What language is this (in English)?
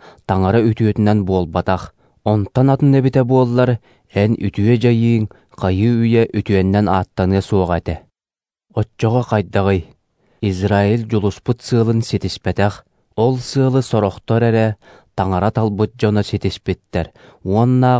Yakut